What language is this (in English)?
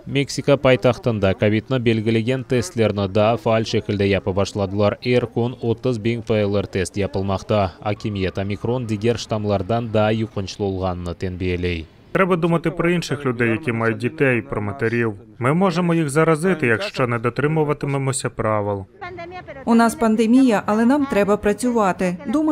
Crimean Tatar